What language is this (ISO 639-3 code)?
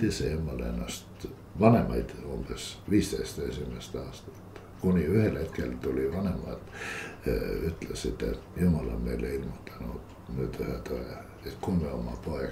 est